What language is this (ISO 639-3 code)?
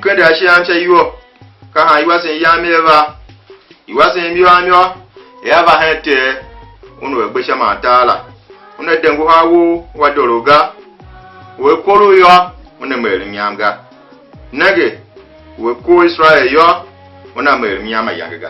tiv